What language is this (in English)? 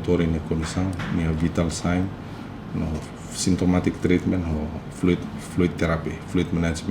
Tetum